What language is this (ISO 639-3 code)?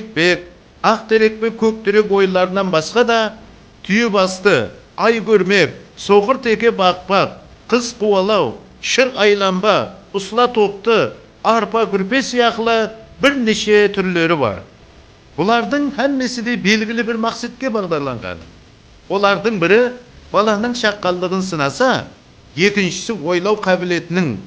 kaa